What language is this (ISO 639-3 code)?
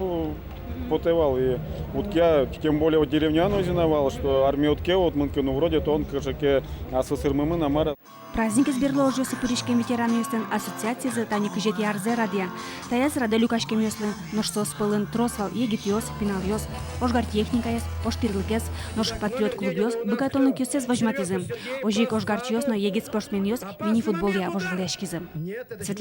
udm